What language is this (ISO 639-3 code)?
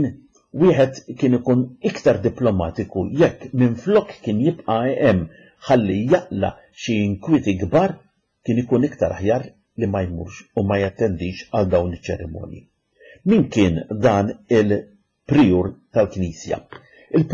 mlt